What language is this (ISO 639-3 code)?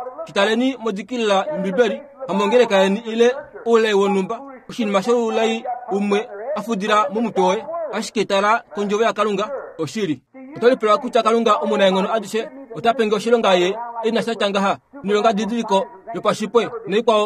kua